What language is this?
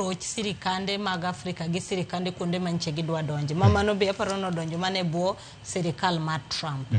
Luo (Kenya and Tanzania)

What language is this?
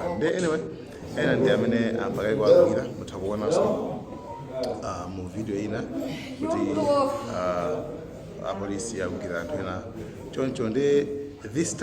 Nyanja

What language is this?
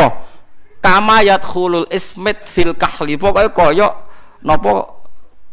Javanese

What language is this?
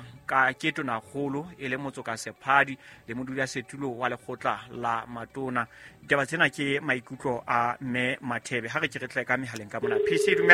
Southern Sotho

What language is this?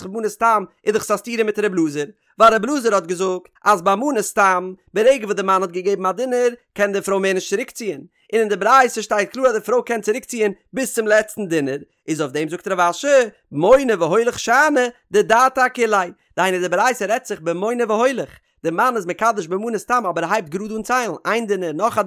Yiddish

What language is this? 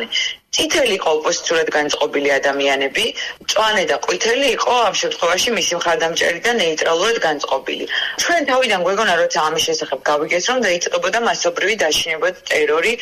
Georgian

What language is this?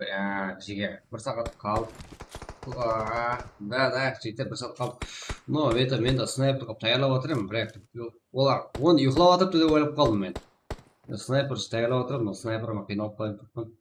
Kara-Kalpak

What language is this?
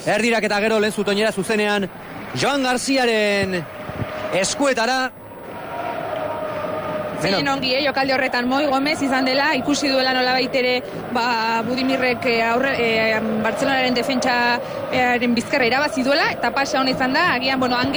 Basque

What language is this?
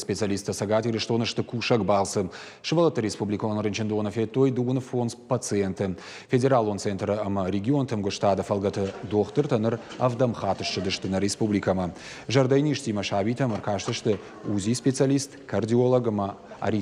Ossetic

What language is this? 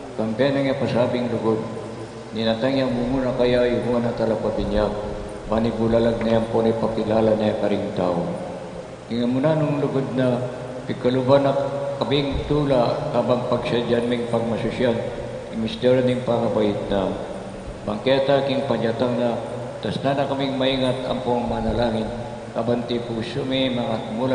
Pampanga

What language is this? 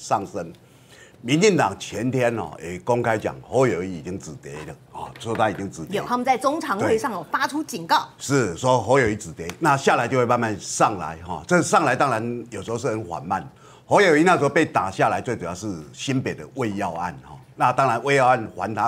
Chinese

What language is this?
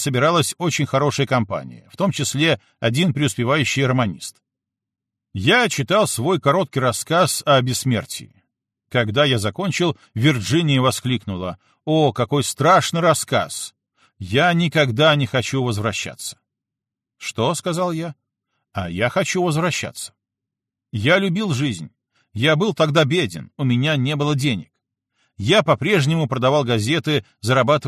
Russian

